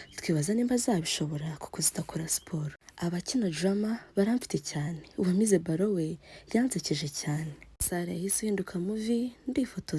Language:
Kinyarwanda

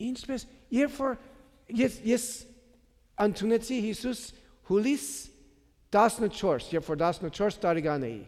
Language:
Armenian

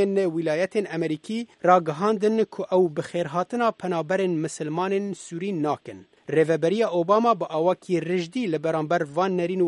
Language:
Kurdish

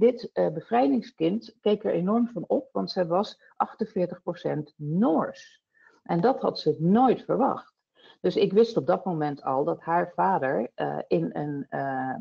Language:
Dutch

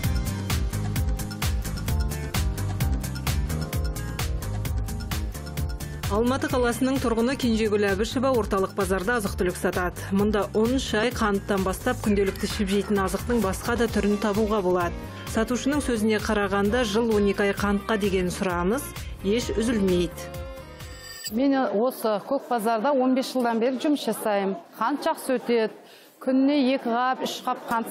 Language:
Kazakh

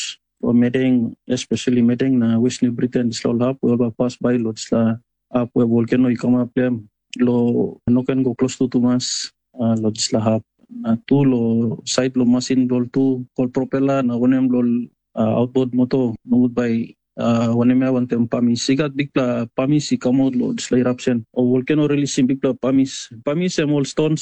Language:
Tok Pisin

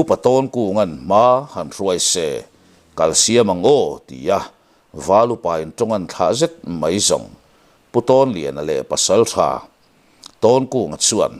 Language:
Mizo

